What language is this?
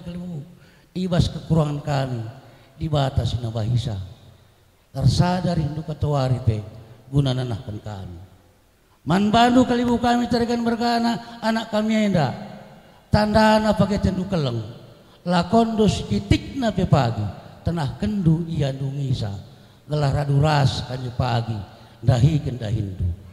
Batak Karo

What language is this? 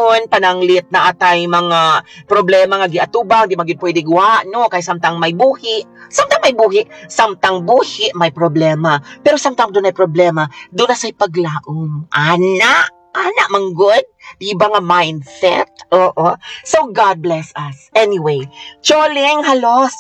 Cebuano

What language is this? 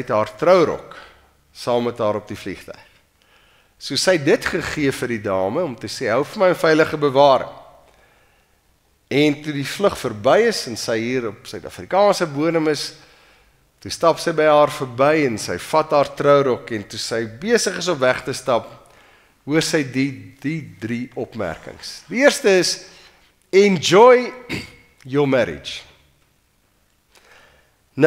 Afrikaans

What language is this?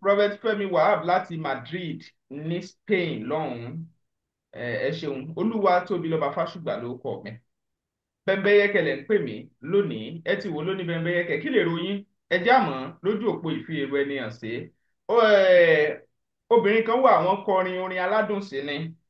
Yoruba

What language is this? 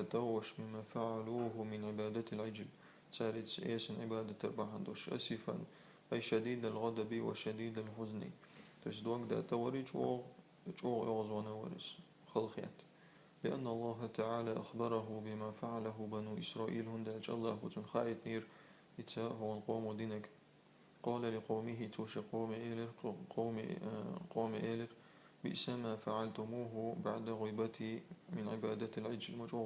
Chechen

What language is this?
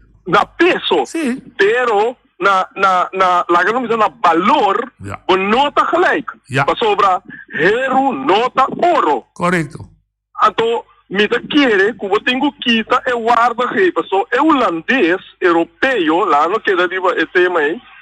Papiamento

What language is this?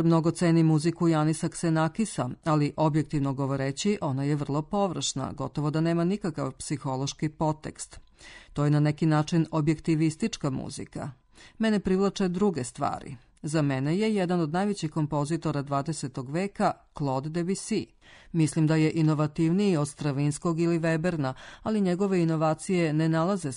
Serbian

